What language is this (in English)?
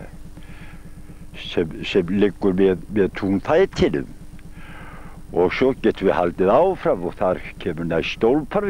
Icelandic